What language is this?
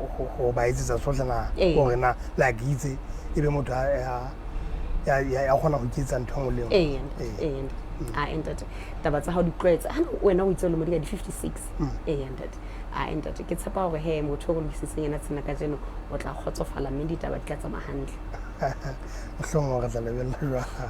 Southern Sotho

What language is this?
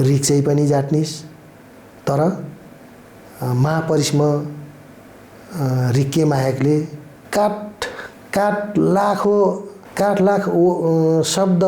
Nepali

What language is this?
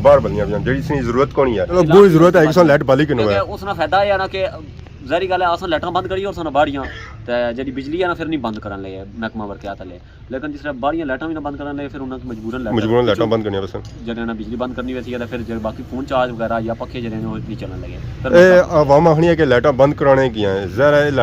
Pahari-Potwari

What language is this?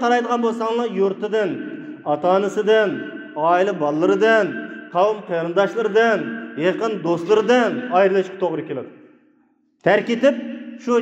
Uyghur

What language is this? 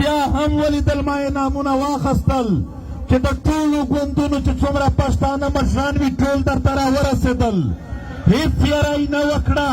Pashto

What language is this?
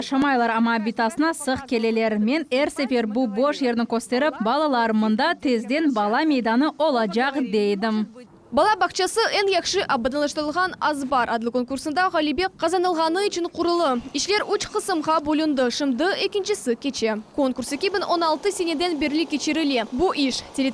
Crimean Tatar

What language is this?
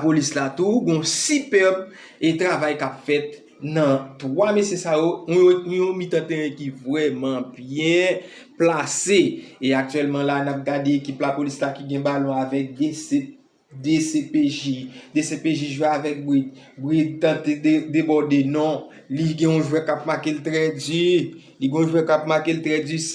Haitian Creole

